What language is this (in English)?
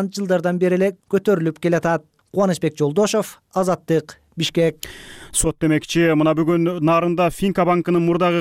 Kyrgyz